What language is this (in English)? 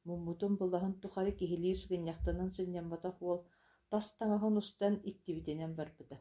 Yakut